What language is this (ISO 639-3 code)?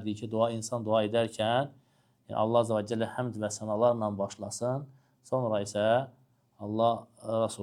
aze